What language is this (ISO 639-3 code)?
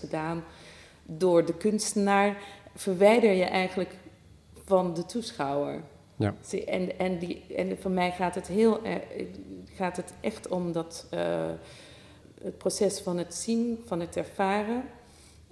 nld